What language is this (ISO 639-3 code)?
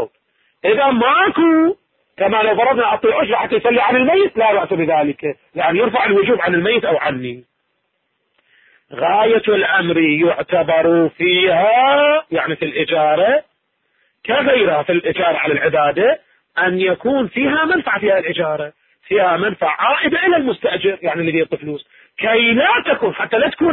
ara